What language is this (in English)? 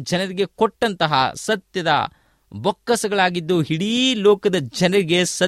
Kannada